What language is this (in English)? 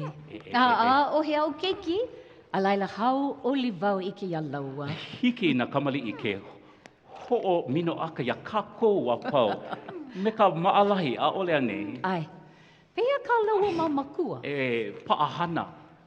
Hawaiian